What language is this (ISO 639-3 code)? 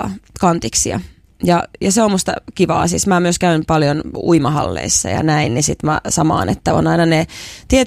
fin